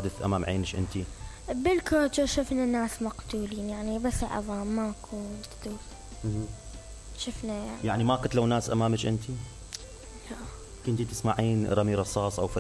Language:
Mesopotamian Arabic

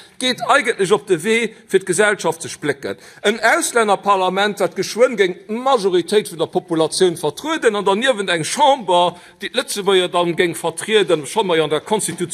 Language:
Luxembourgish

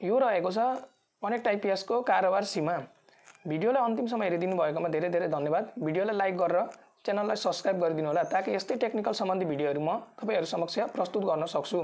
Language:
Nepali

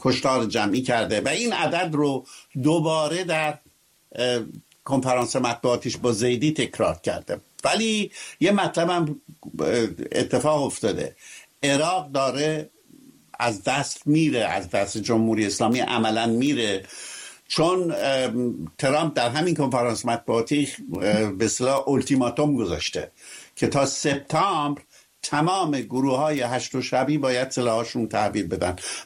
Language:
Persian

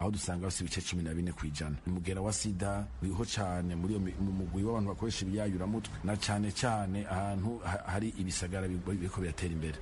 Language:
Rundi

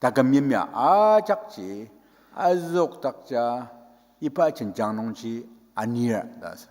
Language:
Ao Naga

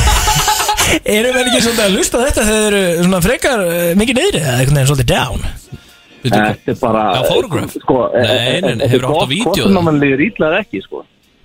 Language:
Icelandic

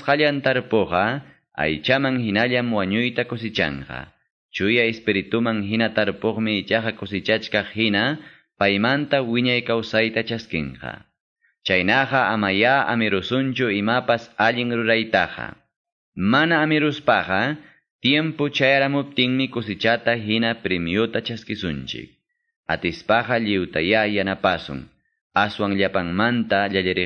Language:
Quechua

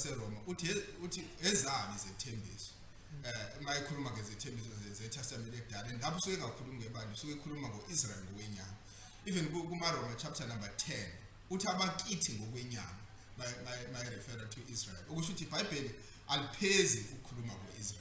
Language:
Zulu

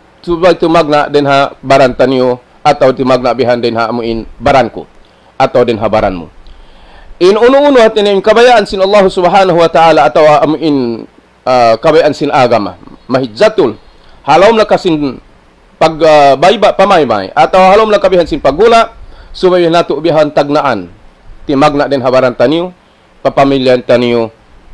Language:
Tausug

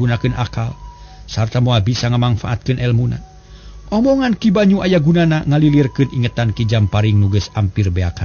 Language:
Sundanese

